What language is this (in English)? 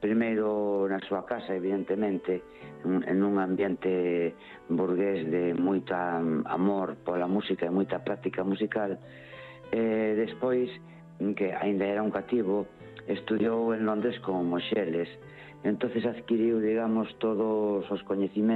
Galician